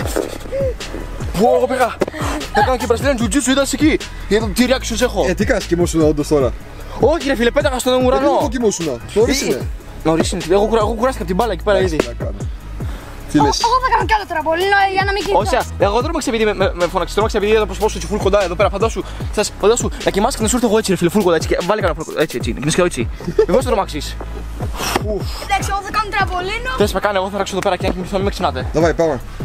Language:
Greek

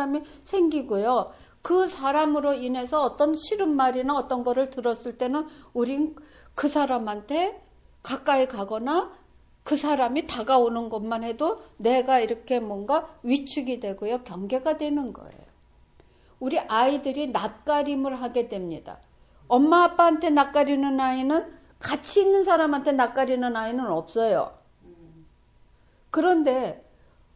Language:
Korean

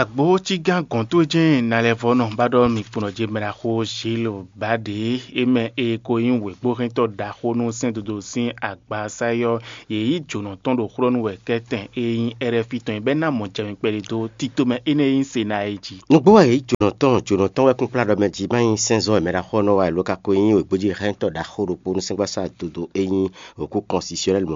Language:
Fon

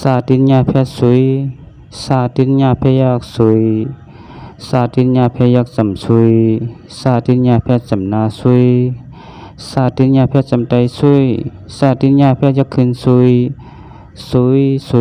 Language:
Shan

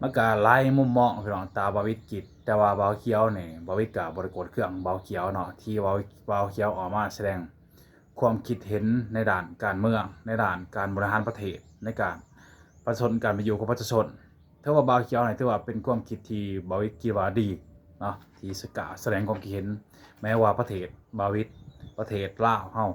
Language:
Lao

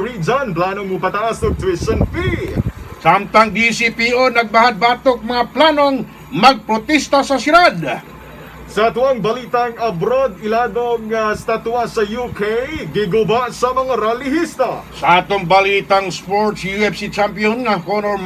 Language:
Cebuano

